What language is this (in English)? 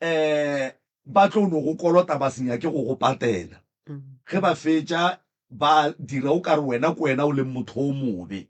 Northern Sotho